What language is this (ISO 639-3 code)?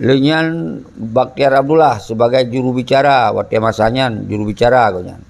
ace